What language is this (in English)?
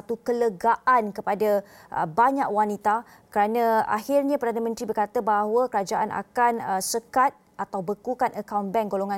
Malay